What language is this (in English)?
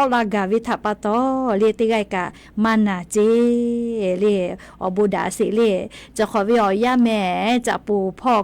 Lahu